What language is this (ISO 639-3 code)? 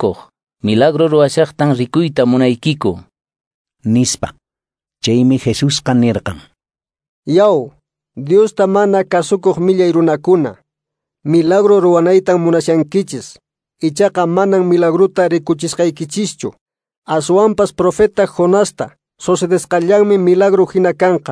que